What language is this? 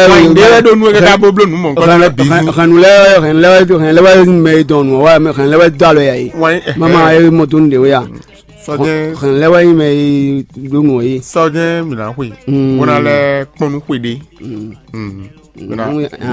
Fon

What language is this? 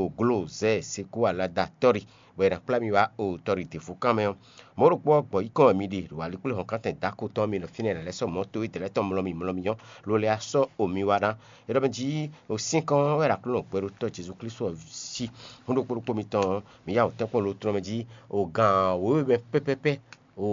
Fon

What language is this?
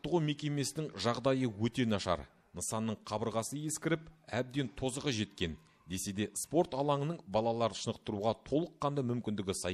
Kazakh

